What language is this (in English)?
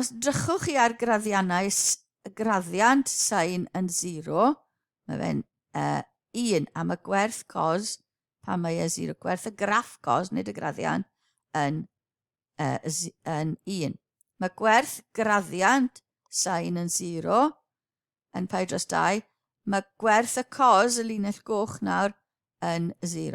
Welsh